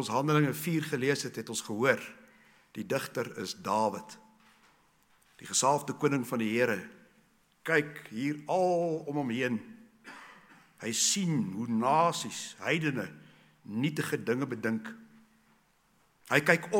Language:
Afrikaans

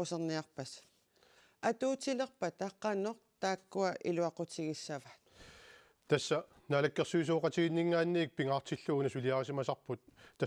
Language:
Kalaallisut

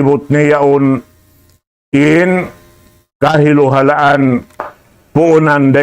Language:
Tausug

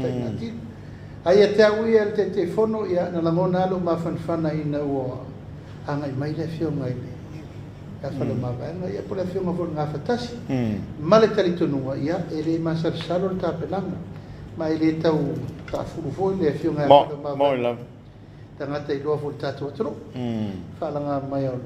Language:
Samoan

